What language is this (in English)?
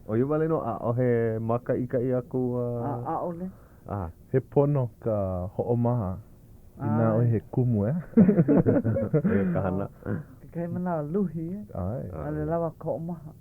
Hawaiian